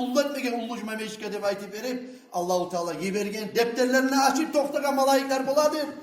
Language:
Kumyk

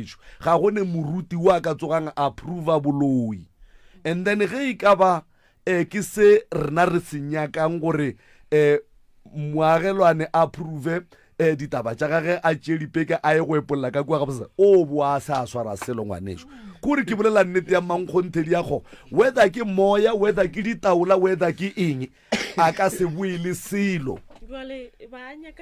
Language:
Northern Sotho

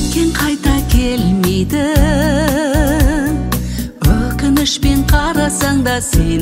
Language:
Kazakh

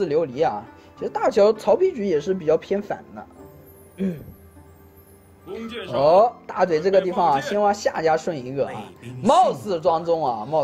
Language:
Chinese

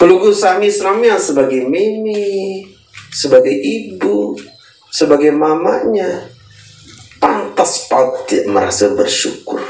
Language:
Sasak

